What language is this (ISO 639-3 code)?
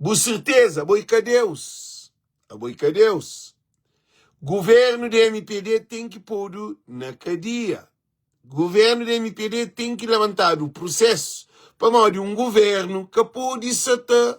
kea